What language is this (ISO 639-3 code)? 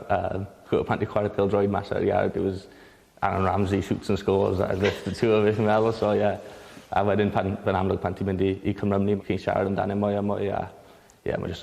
cym